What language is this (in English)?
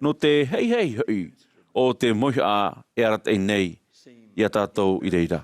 Tahitian